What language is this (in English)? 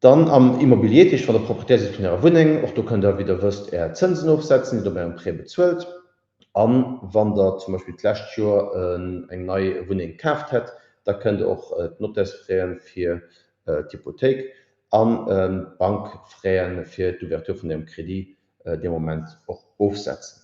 Luxembourgish